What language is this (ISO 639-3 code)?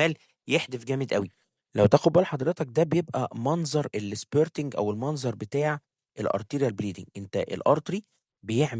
arz